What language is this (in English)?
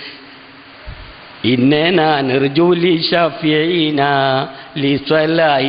Malayalam